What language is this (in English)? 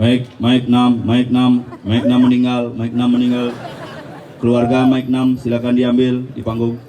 Balinese